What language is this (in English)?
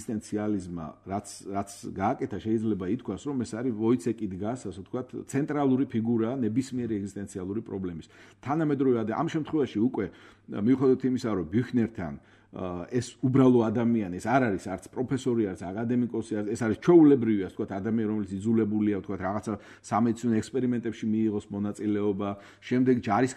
Georgian